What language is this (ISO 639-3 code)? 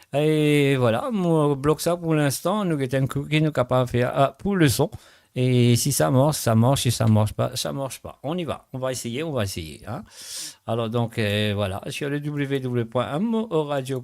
mfe